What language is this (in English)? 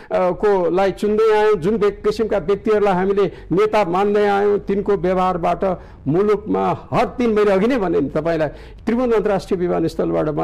Nepali